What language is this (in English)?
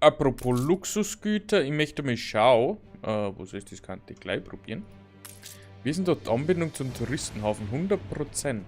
Bavarian